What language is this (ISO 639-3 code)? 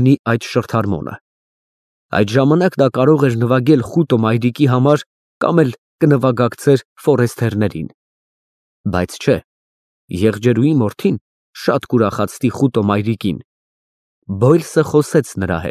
hye